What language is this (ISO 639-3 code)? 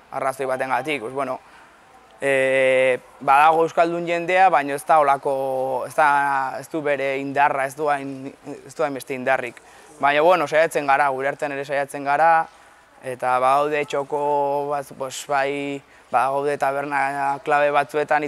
eus